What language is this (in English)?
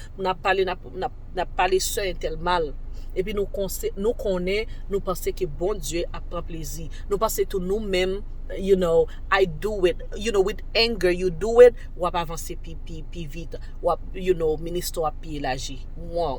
Haitian Creole